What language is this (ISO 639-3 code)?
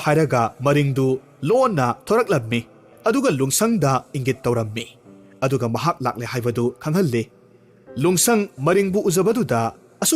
mni